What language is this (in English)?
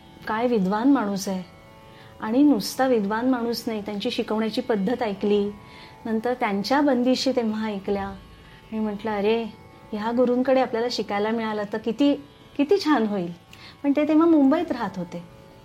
Marathi